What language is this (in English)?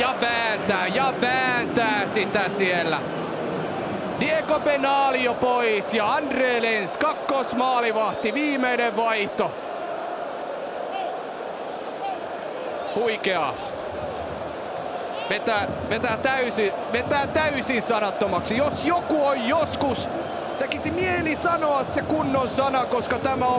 Finnish